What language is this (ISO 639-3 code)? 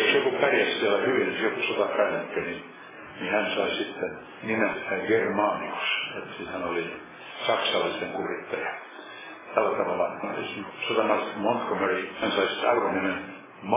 fin